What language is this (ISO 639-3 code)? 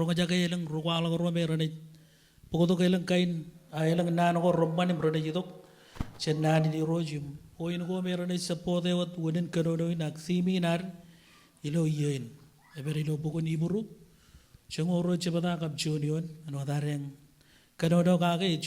mah